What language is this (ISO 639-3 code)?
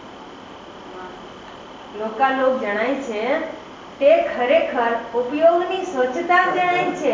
guj